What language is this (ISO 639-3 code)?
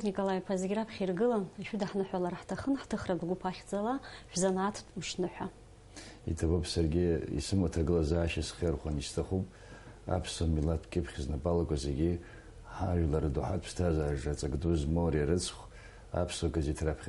abk